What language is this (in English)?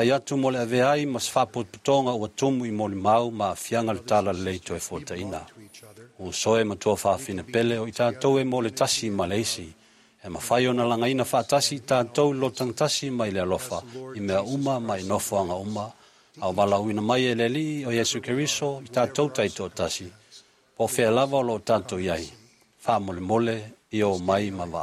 Samoan